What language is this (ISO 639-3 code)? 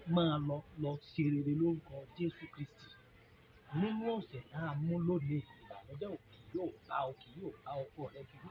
yor